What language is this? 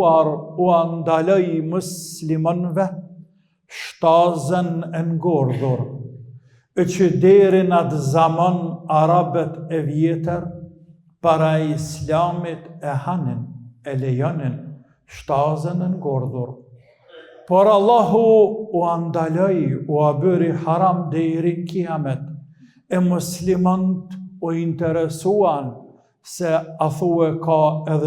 Albanian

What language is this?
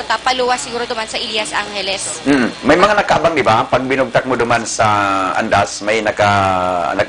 Bikol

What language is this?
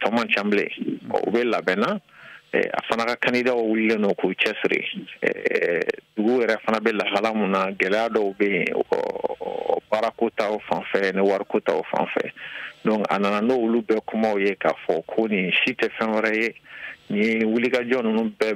Bambara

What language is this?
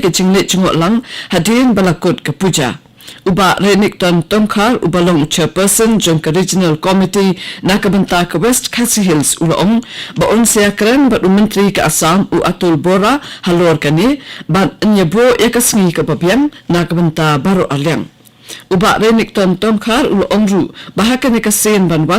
Khasi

